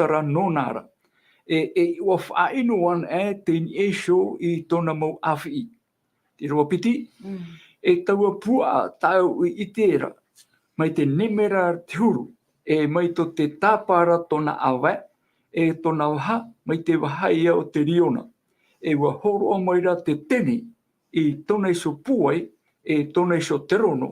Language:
Tahitian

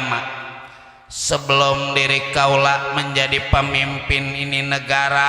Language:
Betawi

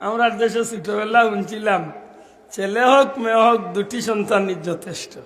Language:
Sylheti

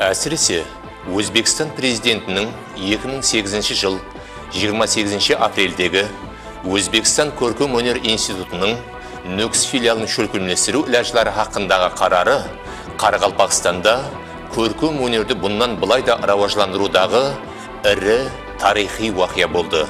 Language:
Kara-Kalpak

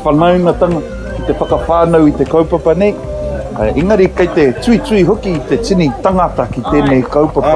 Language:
Māori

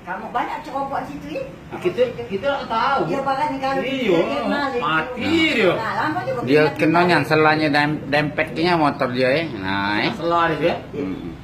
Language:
Musi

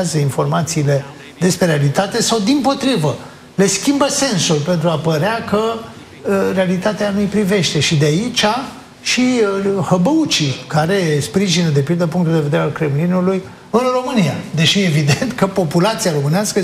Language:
Romanian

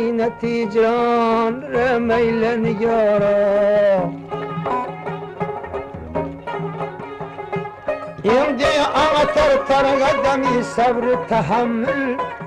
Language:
Turkish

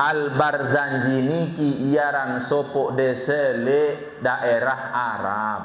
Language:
Sasak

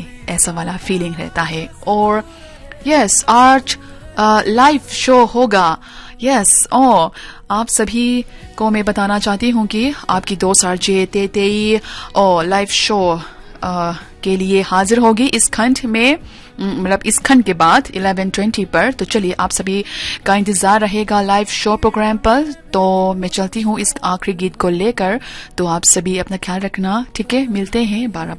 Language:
Hindi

